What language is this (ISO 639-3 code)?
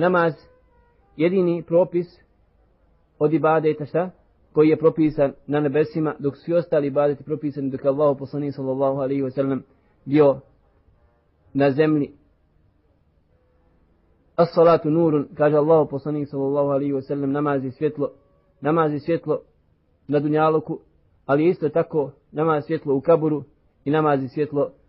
bos